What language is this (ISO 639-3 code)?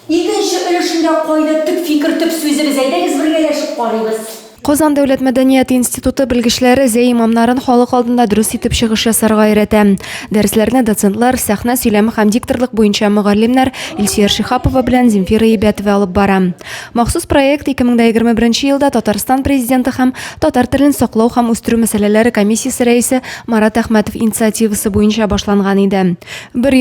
tat